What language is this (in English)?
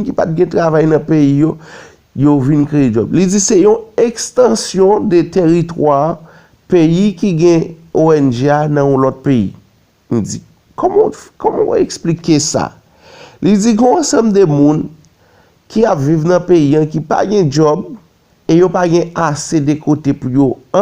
Haitian Creole